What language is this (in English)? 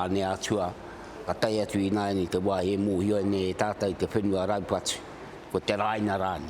Māori